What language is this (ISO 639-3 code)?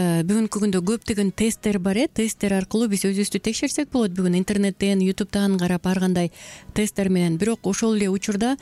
kir